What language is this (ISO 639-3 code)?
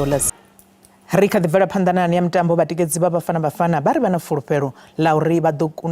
ven